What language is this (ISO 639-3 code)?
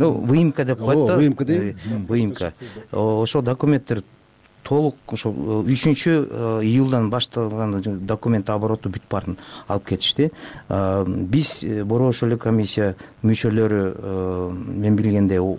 kir